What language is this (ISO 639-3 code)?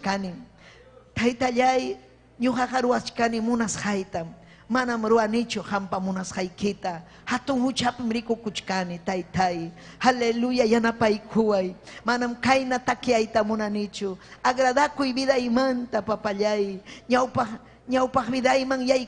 quy